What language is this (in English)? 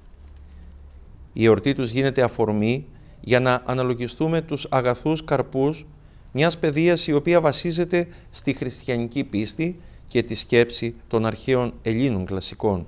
Greek